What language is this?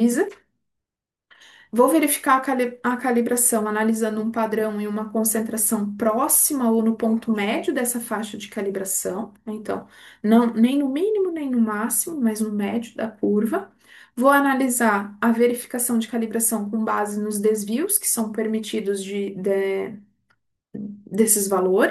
Portuguese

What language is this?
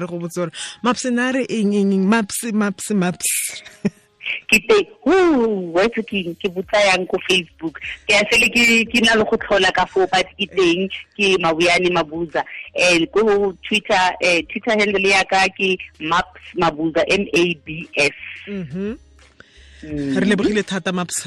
Tswana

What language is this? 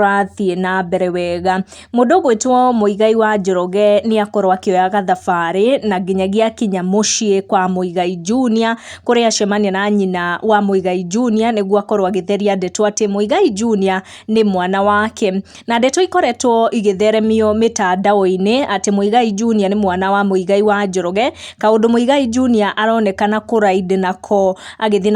Kikuyu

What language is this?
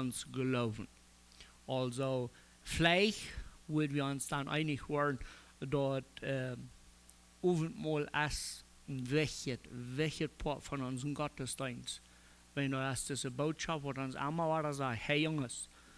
Plautdietsch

